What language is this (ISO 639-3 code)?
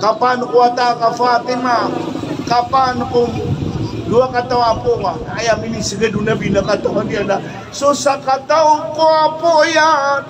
mrw